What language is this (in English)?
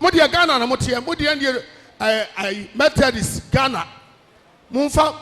Akan